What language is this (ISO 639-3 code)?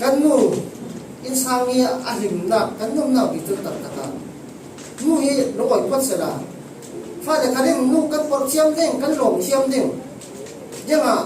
cfm